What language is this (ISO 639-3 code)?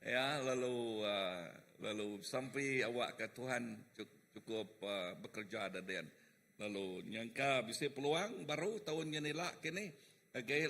iba